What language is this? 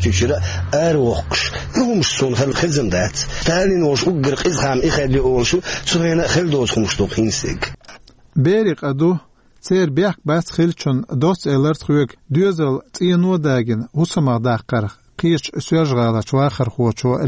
Chechen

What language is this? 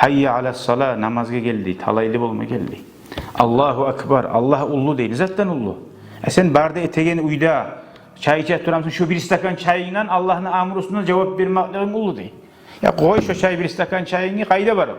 Kumyk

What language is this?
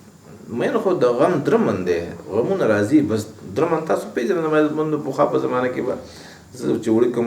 Pashto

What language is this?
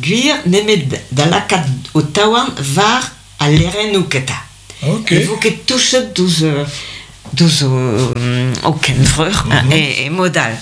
Breton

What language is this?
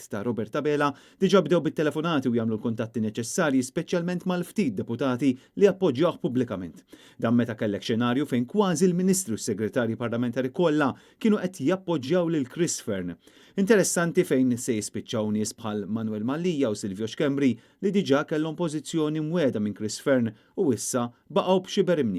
Maltese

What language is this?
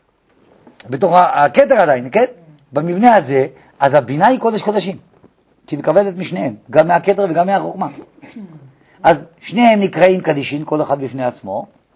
Hebrew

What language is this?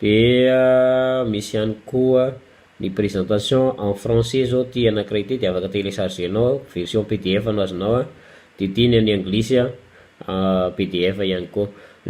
Malagasy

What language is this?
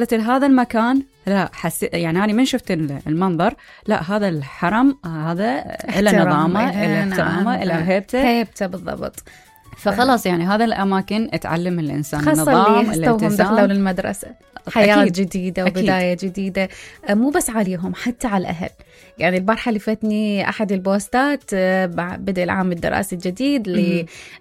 Mesopotamian Arabic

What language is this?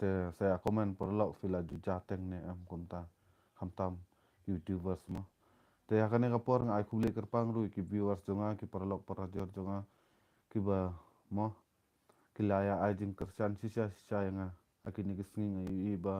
Khasi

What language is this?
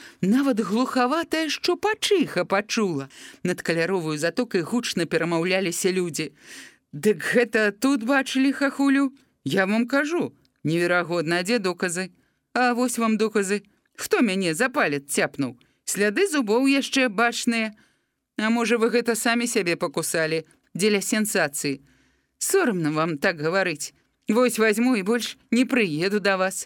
Belarusian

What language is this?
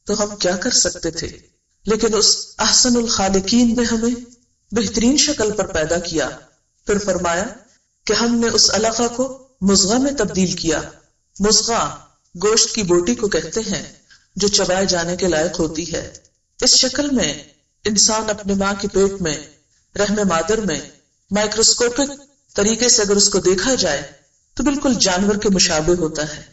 Urdu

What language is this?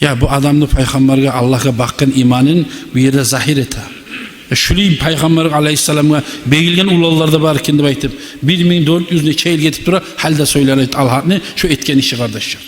Kumyk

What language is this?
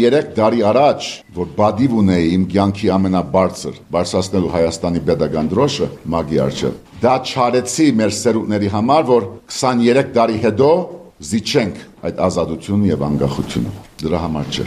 Armenian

